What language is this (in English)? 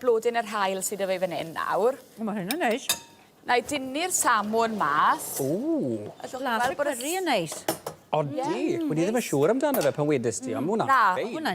Welsh